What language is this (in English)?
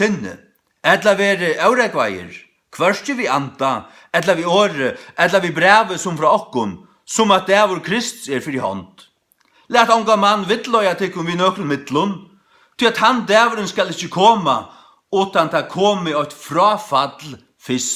Faroese